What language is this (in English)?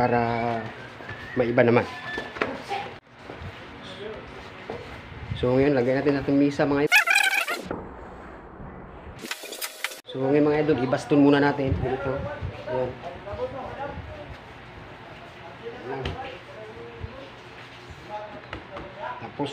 Filipino